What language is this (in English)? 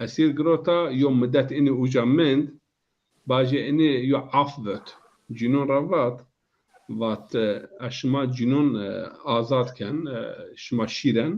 Zaza